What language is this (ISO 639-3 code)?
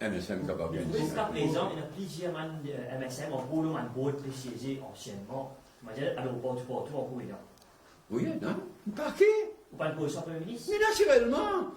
mfe